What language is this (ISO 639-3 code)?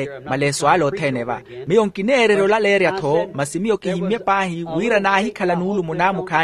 vmw